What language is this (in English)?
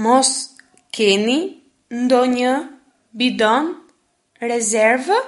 Albanian